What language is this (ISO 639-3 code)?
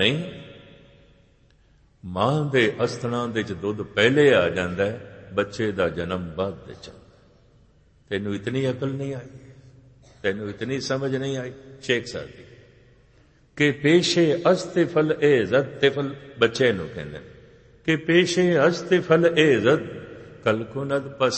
pan